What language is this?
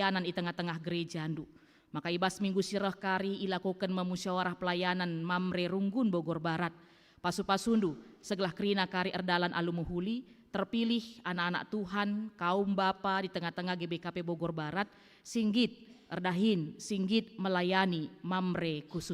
Batak Karo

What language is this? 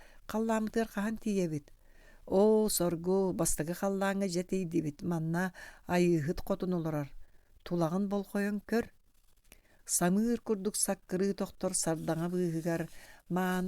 Yakut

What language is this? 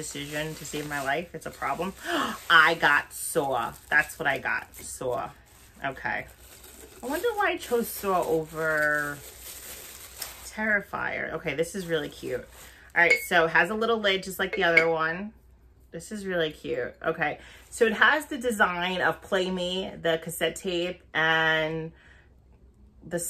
English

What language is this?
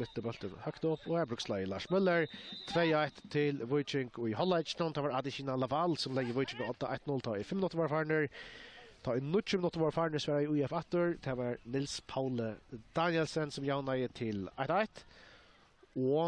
Faroese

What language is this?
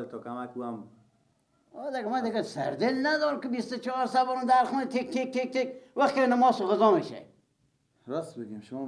Persian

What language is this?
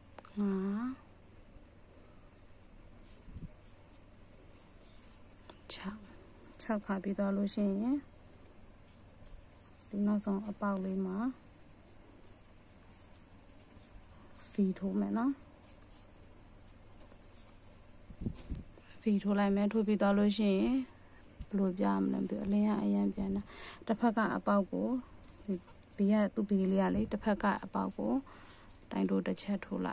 Burmese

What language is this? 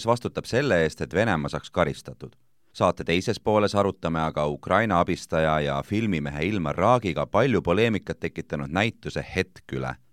Estonian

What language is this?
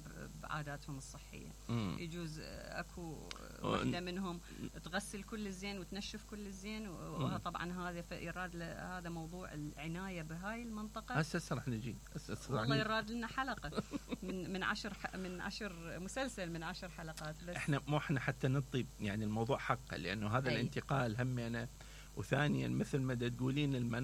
Mesopotamian Arabic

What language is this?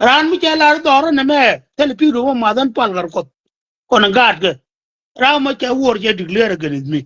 Nuer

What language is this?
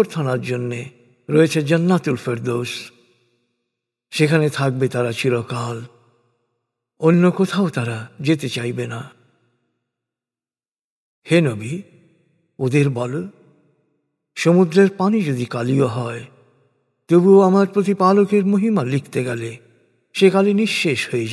Bangla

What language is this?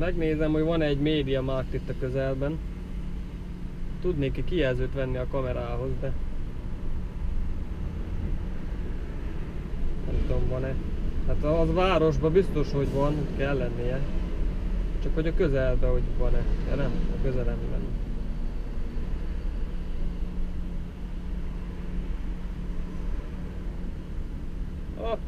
Hungarian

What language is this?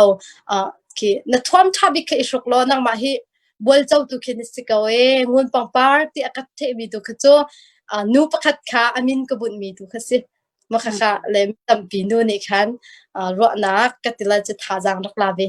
Hakha Chin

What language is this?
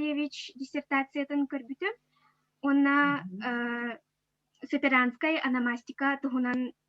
Yakut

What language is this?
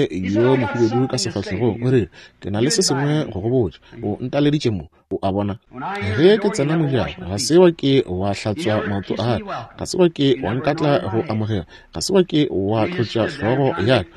Northern Sotho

